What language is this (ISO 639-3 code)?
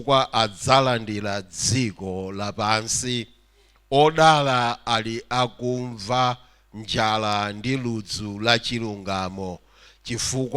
nya